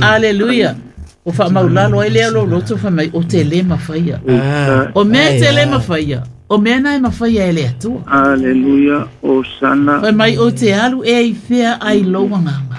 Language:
Samoan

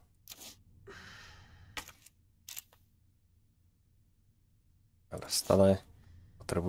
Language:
Slovak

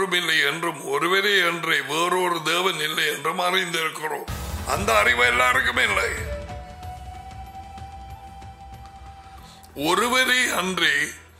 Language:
Tamil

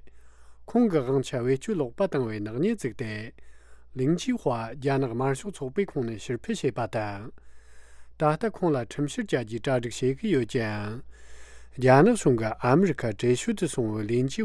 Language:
Tibetan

